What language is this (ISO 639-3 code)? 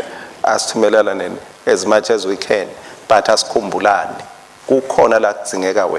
ssw